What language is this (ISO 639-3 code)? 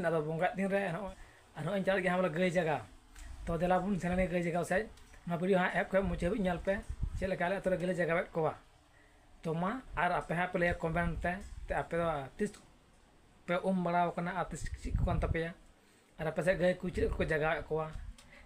sat